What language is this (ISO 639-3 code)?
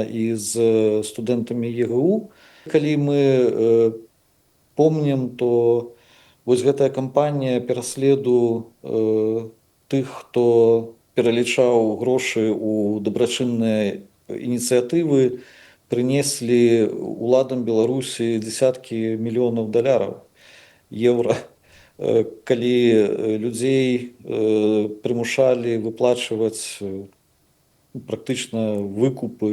bel